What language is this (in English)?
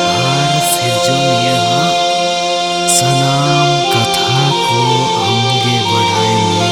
Santali